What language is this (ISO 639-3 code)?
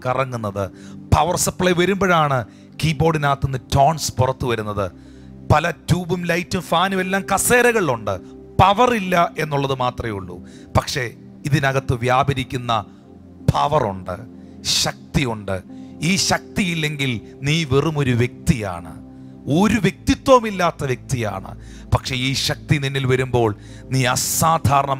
mal